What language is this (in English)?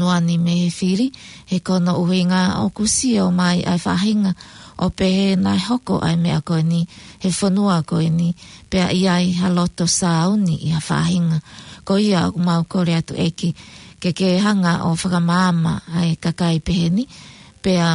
Tongan